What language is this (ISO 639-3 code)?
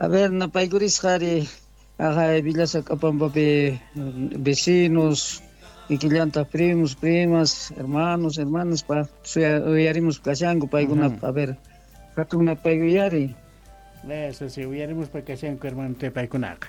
quh